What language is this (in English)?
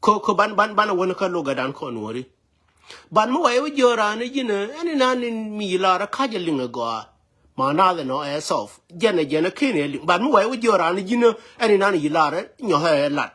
Nuer